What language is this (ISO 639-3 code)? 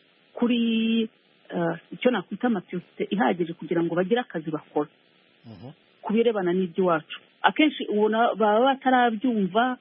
kin